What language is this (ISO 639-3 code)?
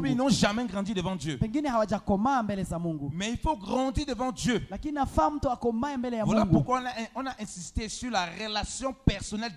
swa